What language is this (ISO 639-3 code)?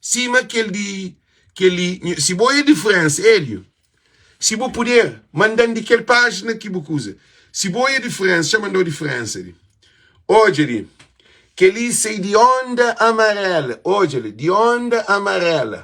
kea